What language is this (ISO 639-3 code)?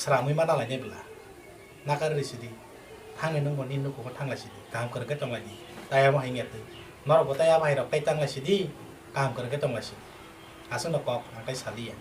trp